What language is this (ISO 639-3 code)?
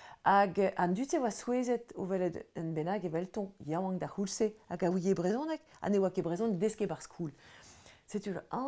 bre